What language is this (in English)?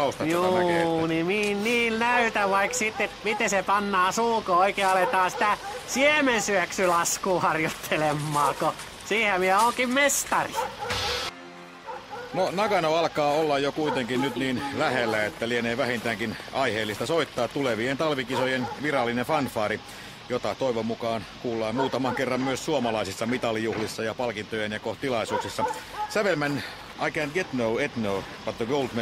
Finnish